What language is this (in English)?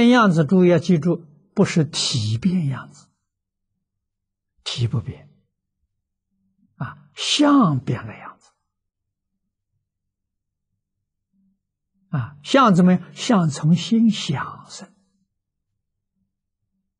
Chinese